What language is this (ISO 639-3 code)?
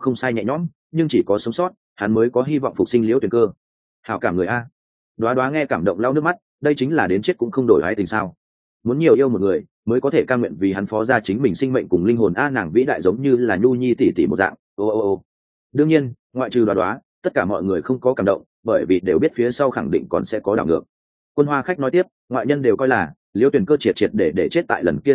vie